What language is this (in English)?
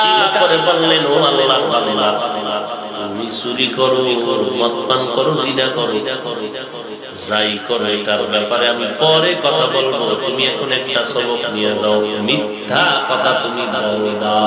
Bangla